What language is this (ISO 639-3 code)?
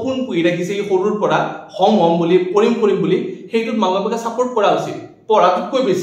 asm